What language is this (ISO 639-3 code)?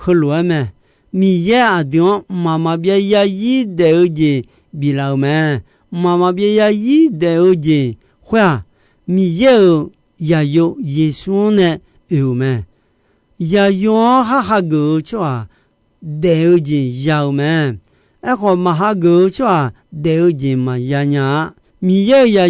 ahk